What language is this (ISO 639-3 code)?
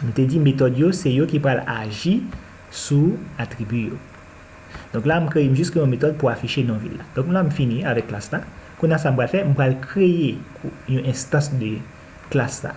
hat